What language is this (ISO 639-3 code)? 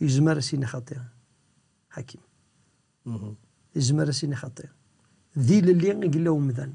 kab